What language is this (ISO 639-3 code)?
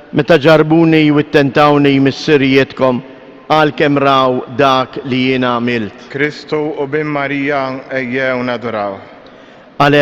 mlt